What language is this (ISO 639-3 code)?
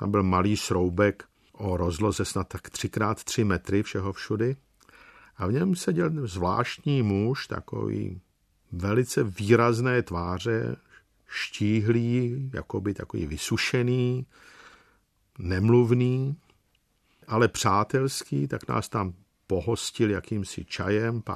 ces